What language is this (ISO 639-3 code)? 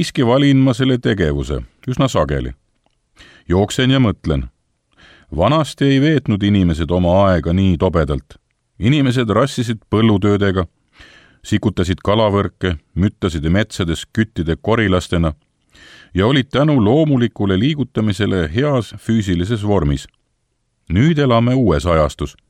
est